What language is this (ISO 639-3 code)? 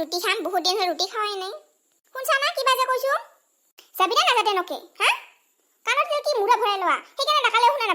asm